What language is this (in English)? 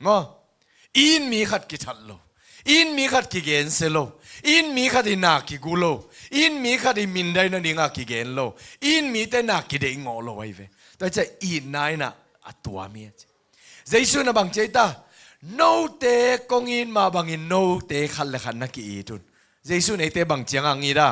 Tedim Chin